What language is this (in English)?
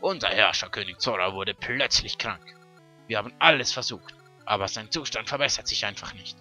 Swiss German